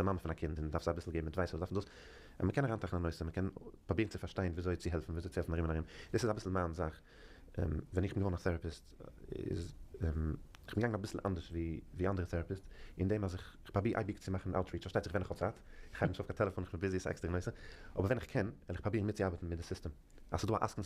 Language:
Yiddish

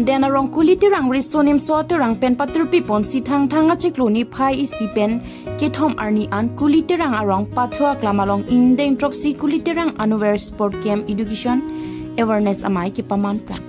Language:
Karbi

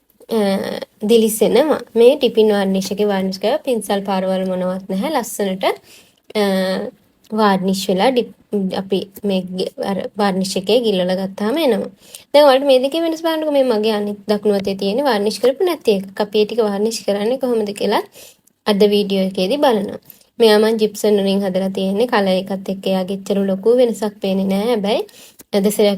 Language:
Sinhala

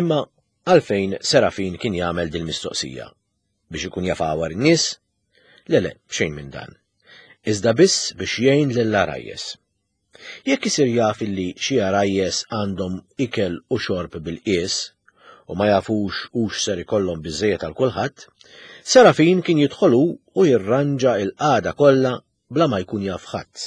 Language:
Maltese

